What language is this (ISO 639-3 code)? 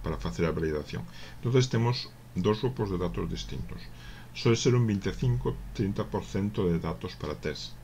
glg